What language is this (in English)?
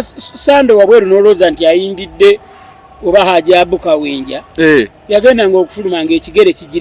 Ganda